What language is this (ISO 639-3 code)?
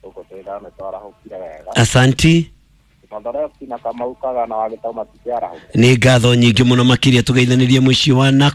kik